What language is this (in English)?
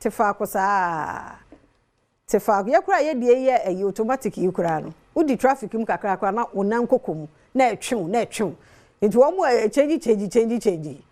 Akan